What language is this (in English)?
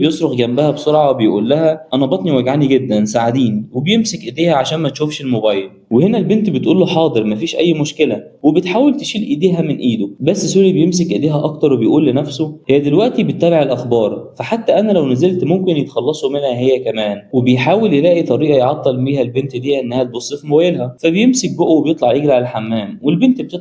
Egyptian Arabic